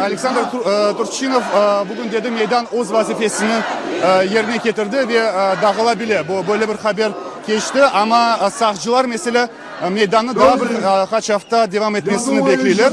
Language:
Crimean Tatar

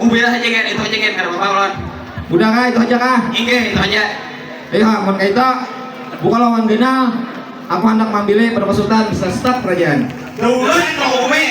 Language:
Banjar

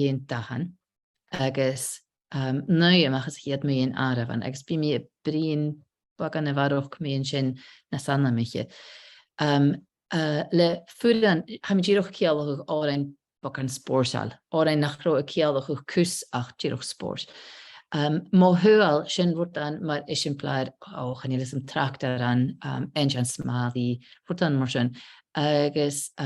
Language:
Scottish Gaelic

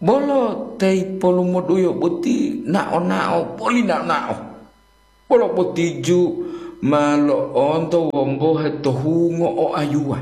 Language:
Gorontalo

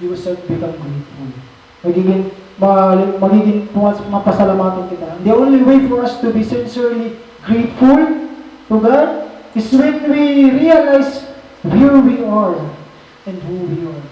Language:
Waray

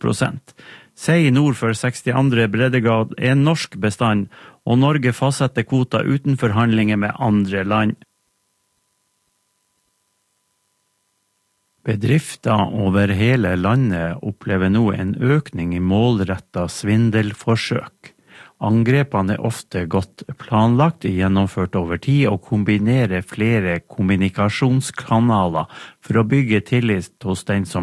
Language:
Norwegian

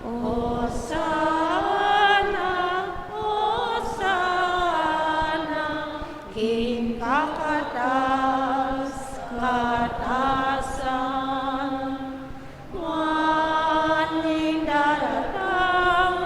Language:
Pampanga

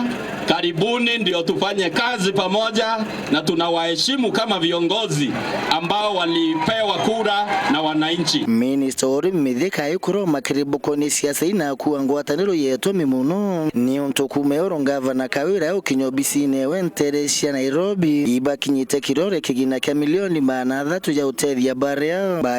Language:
Meru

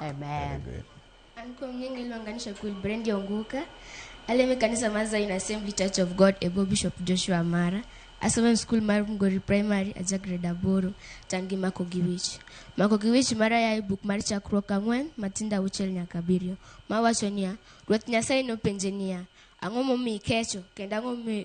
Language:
Luo (Kenya and Tanzania)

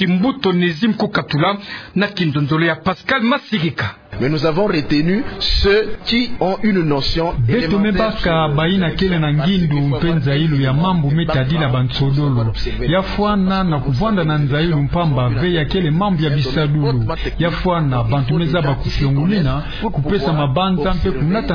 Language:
Kituba (Democratic Republic of Congo)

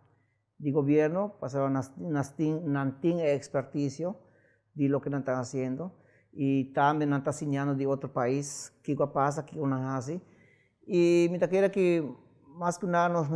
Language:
Papiamento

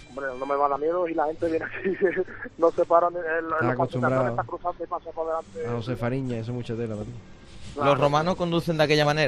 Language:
Spanish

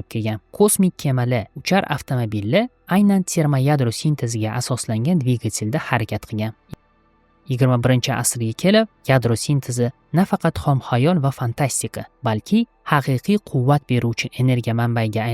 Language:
Uzbek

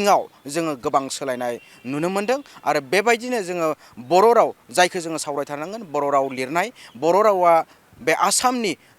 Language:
Bodo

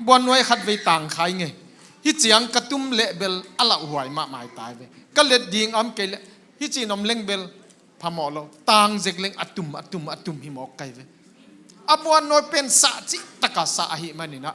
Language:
Tedim Chin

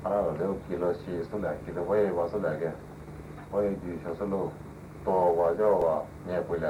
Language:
Poumei Naga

